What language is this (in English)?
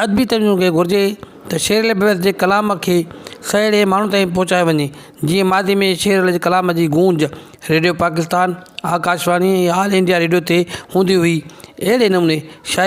Sindhi